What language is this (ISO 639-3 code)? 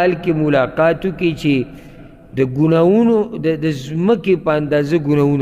pus